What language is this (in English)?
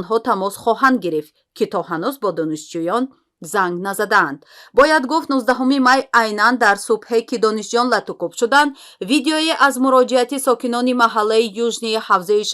Tajik